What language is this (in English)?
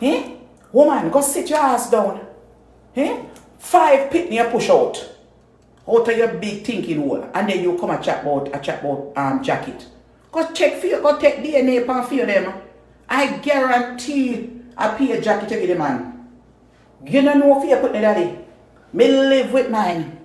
Jamaican Creole English